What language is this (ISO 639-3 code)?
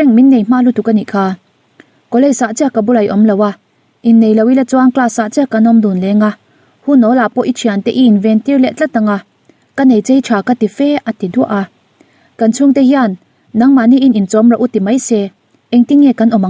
lus